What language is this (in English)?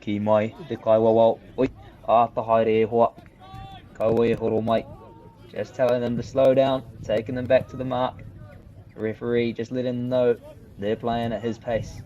Māori